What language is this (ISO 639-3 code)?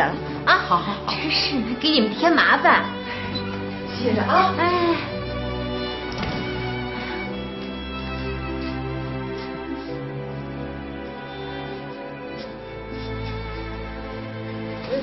zho